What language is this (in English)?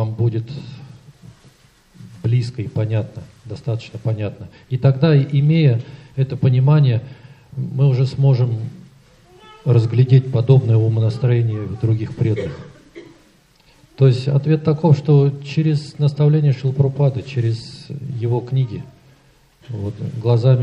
Russian